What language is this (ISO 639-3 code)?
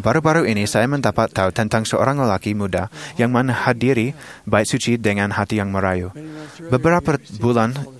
msa